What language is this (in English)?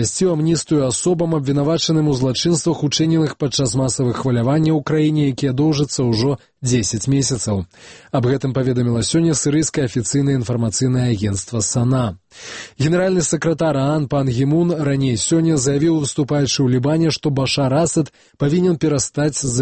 Belarusian